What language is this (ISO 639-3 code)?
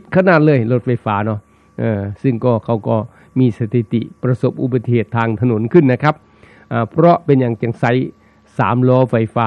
tha